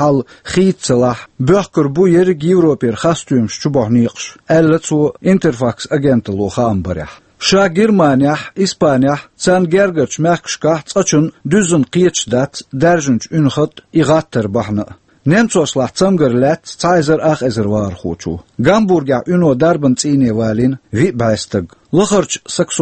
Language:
Chechen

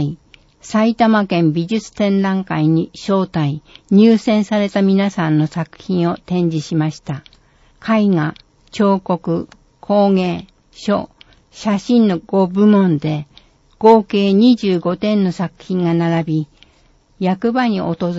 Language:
Japanese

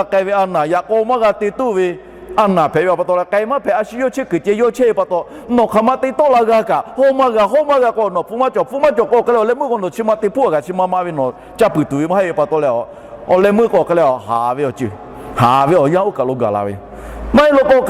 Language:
Lahu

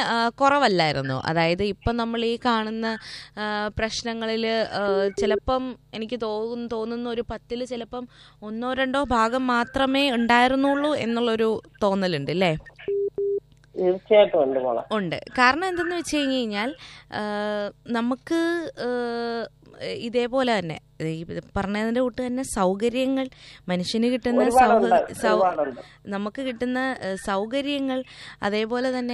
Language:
Malayalam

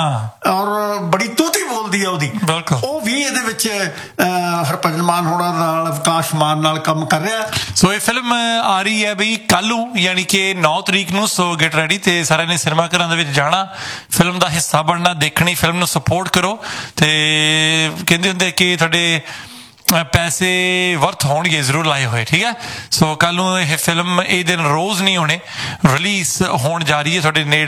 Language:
Punjabi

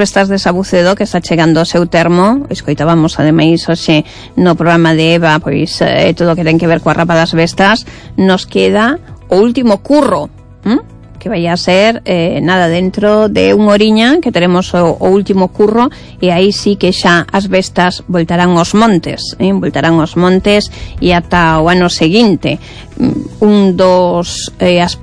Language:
Galician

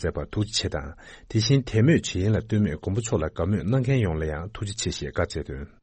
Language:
Tibetan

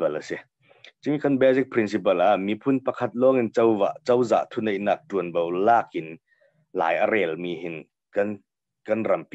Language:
Hakha Chin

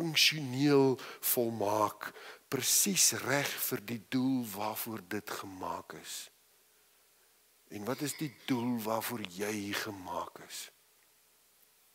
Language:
Afrikaans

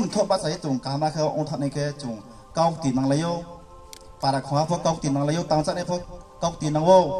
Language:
Riang (India)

